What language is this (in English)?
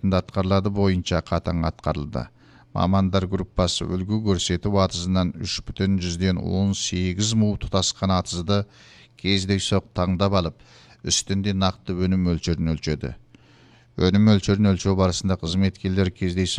Kazakh